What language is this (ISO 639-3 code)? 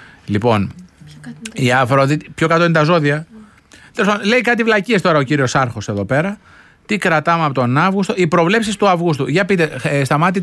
ell